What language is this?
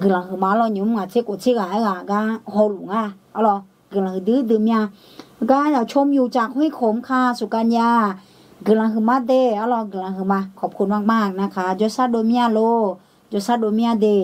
Akha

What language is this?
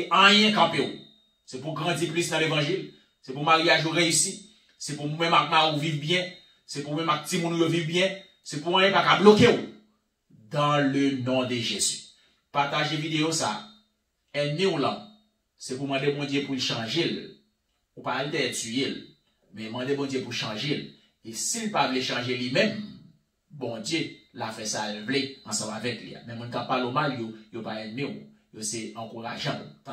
Haitian Creole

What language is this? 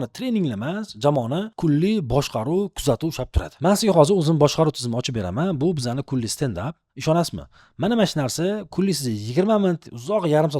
Uzbek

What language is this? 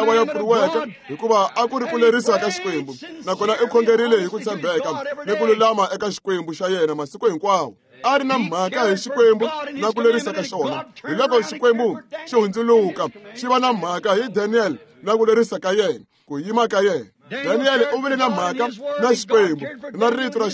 Tsonga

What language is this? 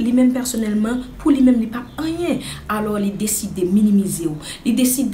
Haitian Creole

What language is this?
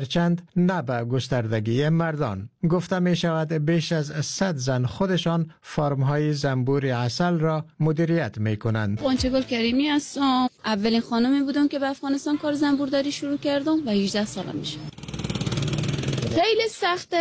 Persian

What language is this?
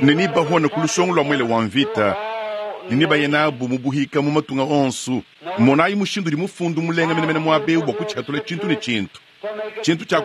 Luba-Lulua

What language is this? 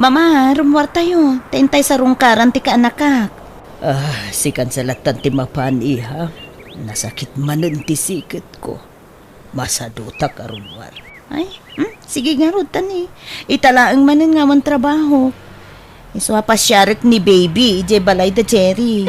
Iloko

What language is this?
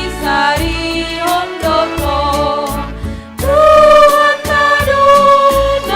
Batak Simalungun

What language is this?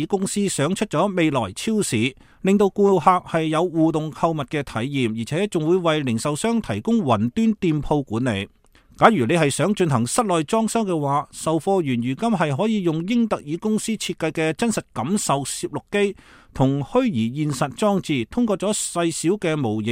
Cantonese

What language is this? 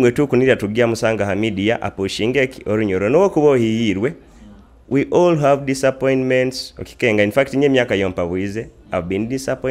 Nyoro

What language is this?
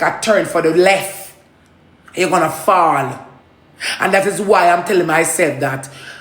Jamaican Creole English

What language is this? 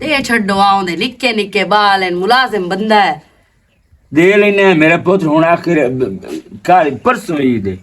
Western Panjabi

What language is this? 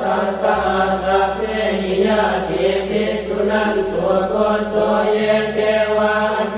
Pali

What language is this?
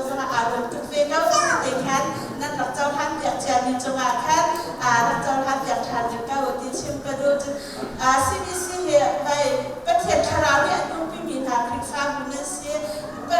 Hakha Chin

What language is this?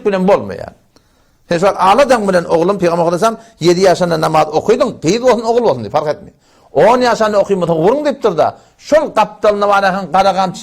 Turkmen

